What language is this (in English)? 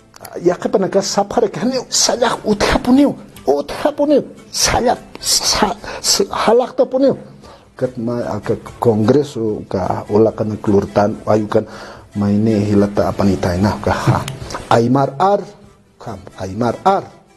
Aymara